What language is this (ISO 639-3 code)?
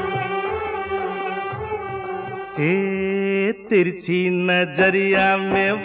hin